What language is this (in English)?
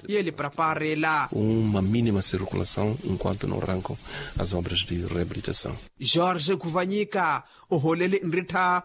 Makhuwa